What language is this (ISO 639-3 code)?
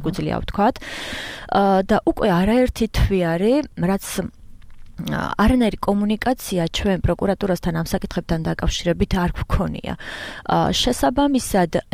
kat